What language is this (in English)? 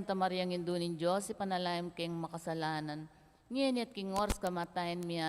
Pampanga